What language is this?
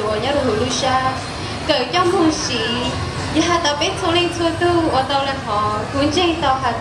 Hmong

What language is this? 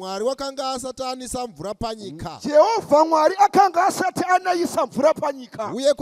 Shona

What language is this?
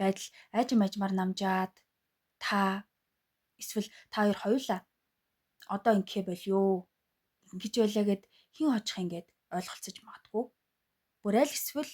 Mongolian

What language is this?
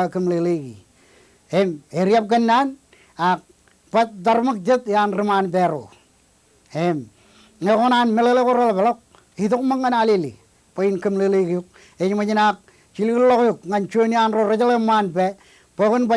Marshallese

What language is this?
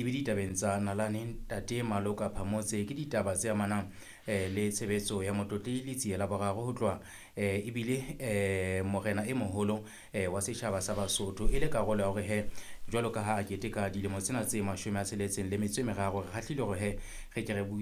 Southern Sotho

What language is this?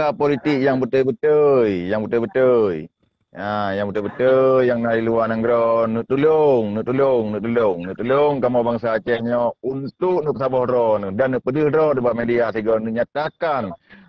Achinese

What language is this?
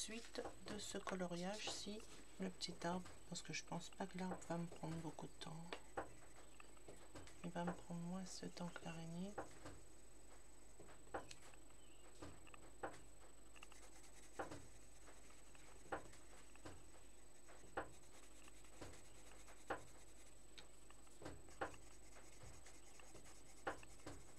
French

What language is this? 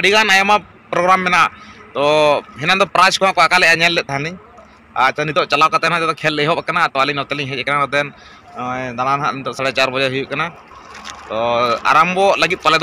Santali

